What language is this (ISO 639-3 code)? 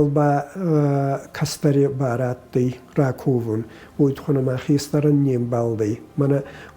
oss